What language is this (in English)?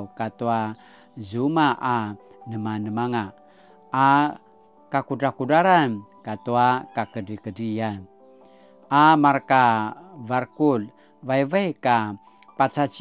Paiwan